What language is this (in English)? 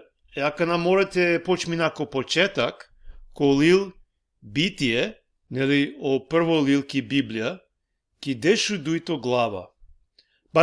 Balkan Romani